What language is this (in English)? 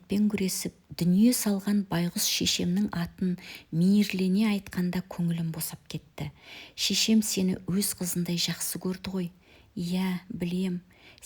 Kazakh